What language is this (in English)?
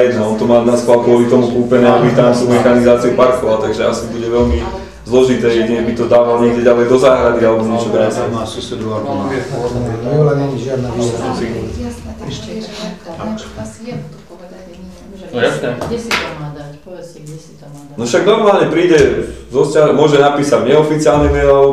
Slovak